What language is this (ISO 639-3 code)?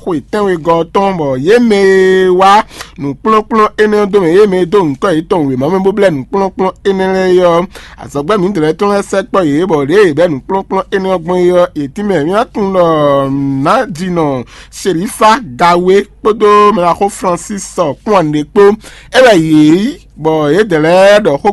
fon